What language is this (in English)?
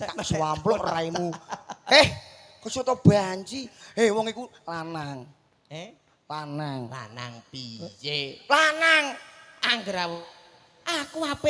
Javanese